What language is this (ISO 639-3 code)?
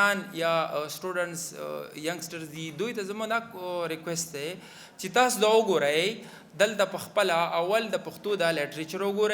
pus